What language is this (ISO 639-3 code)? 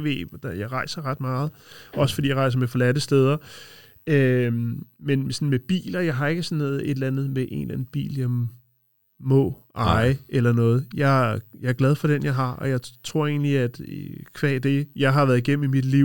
dan